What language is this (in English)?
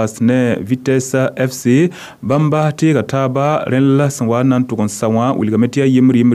Mossi